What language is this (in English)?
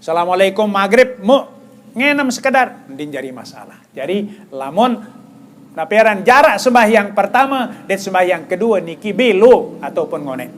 Sasak